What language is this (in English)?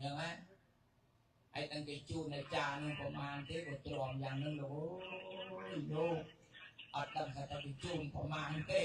Khmer